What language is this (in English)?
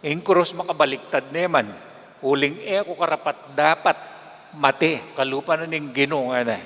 Pampanga